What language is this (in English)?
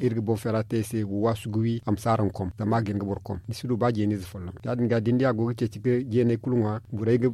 Zarma